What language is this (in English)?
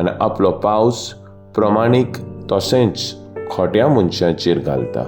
Konkani